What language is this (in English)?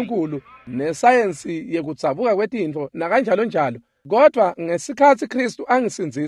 Swati